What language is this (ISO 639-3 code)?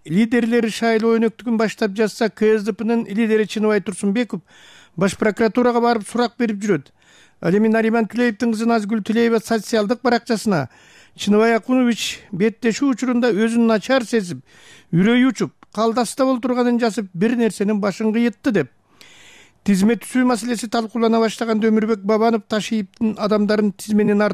kir